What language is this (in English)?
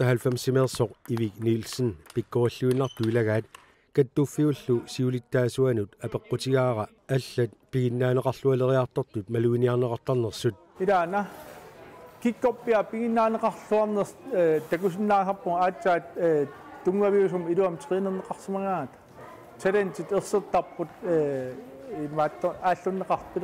Kalaallisut